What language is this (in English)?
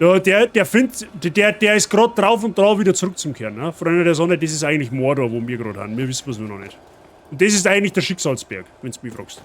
Bavarian